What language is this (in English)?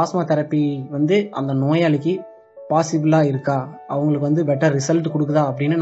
Tamil